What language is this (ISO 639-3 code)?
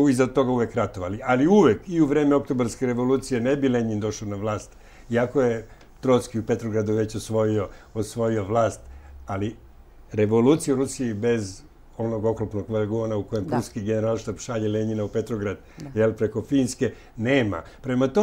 srp